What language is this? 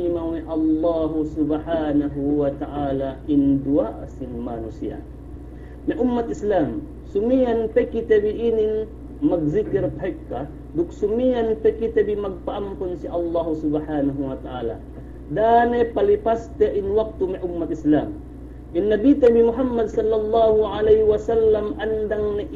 Yakan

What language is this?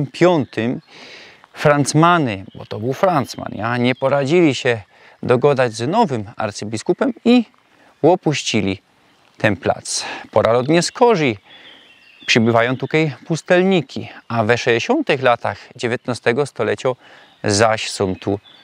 Silesian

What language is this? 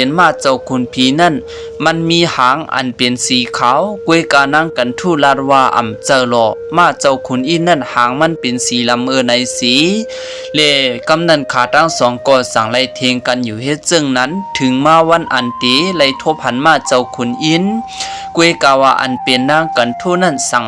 Shan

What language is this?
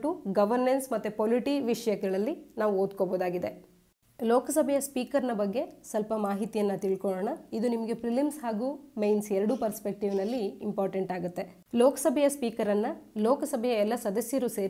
Kannada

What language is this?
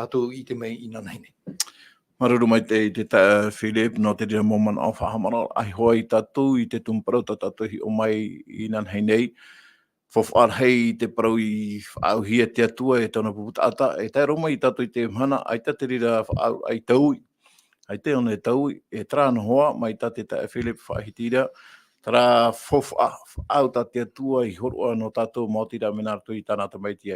Tahitian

